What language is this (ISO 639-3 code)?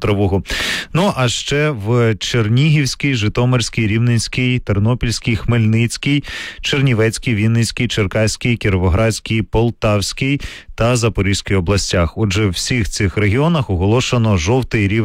ukr